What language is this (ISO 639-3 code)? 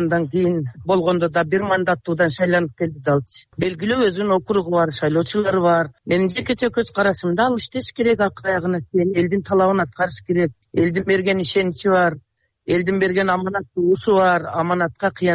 kir